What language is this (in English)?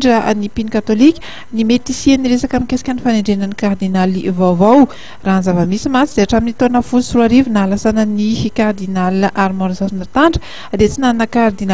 Malagasy